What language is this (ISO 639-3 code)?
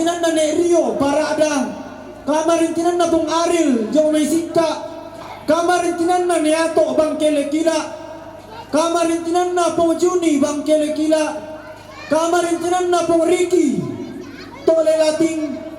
sda